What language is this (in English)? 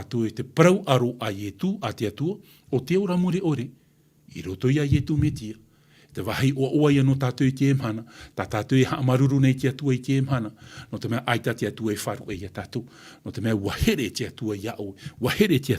Tahitian